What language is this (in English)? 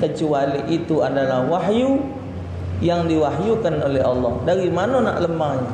Musi